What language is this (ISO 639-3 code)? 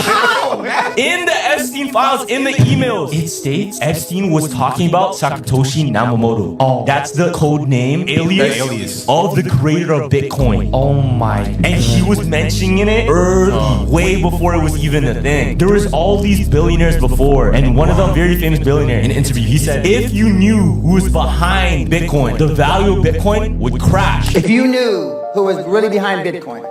mah